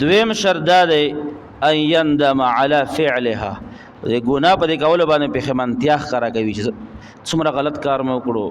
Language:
Pashto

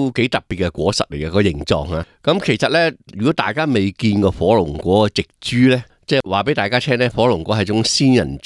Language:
Cantonese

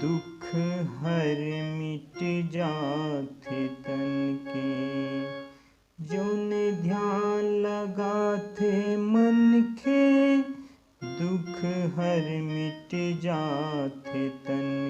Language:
Chhattisgarhi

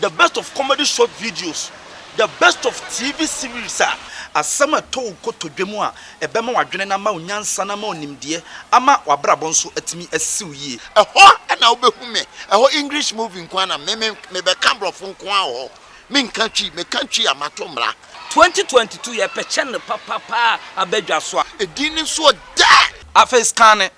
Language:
Akan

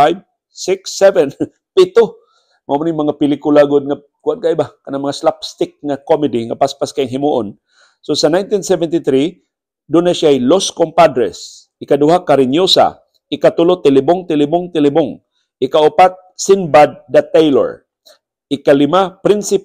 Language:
Cebuano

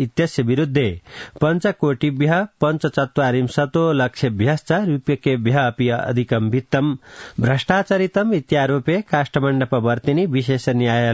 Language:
Sanskrit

